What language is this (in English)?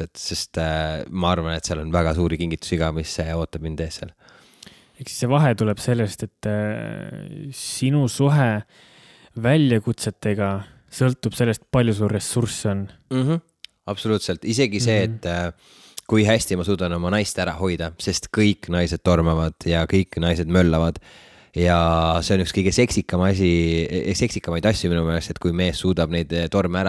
Estonian